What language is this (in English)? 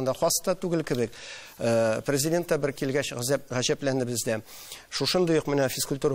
Tatar